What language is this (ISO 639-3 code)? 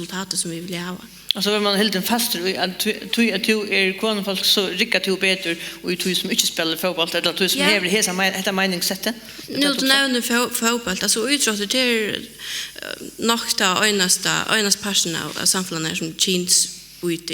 fao